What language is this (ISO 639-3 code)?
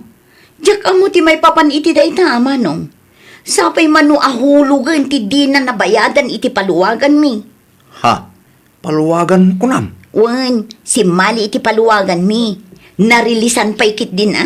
ilo